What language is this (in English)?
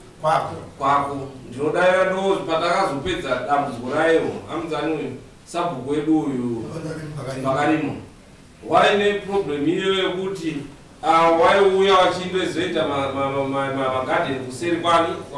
Shona